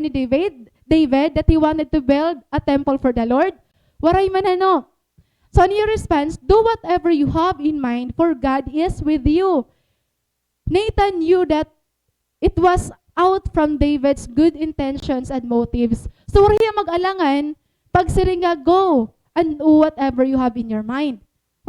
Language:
Waray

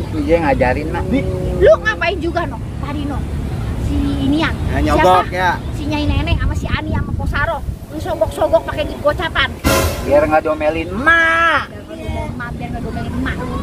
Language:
Betawi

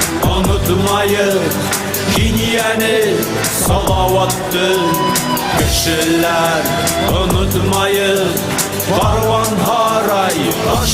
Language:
Bashkir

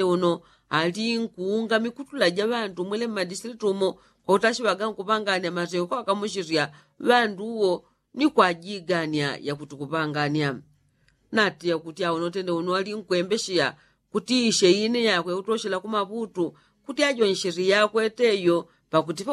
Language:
Yao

